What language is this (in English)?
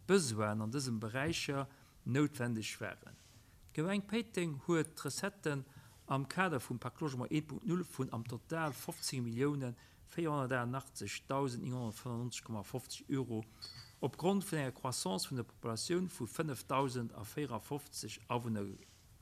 Luxembourgish